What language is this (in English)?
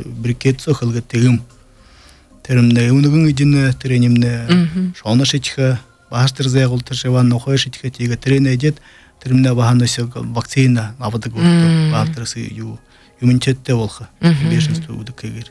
Buriat